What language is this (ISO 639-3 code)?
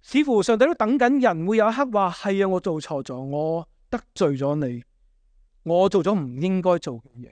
yue